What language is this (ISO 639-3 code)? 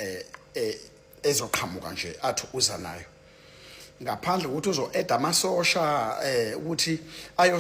zul